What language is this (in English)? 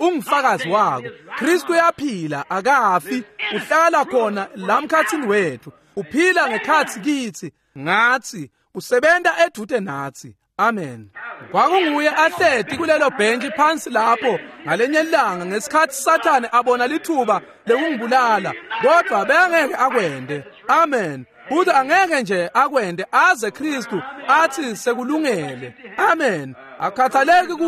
Swati